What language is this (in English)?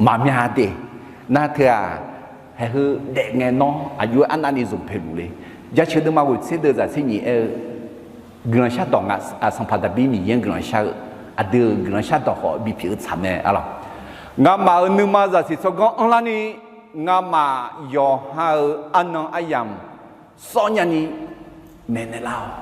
Akha